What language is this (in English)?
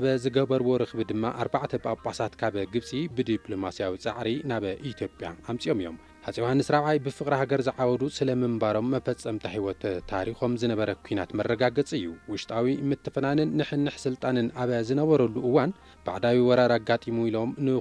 Tigrinya